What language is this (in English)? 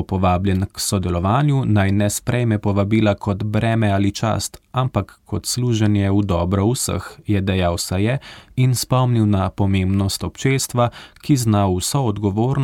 Slovenian